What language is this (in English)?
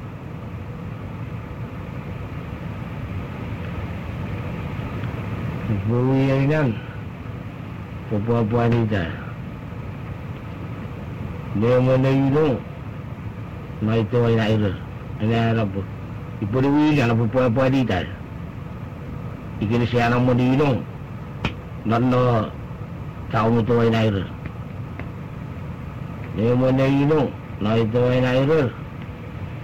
Malay